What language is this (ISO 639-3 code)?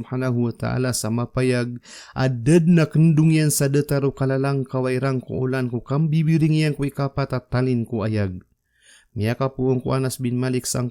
mrw